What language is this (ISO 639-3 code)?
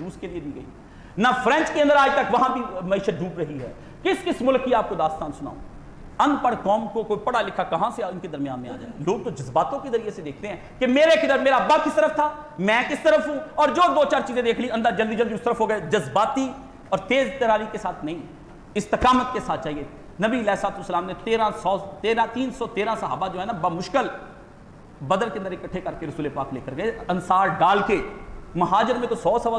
urd